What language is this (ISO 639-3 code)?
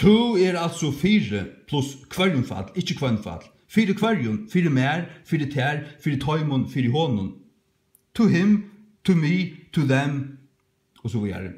fao